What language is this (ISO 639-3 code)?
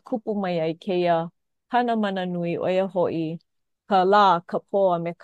haw